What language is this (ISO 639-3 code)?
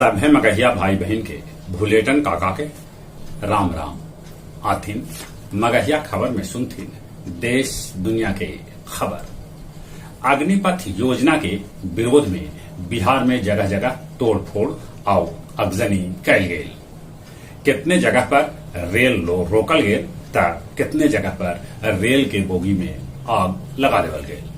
mag